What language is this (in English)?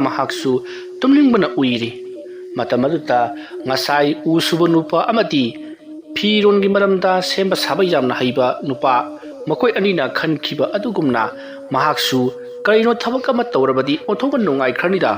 Manipuri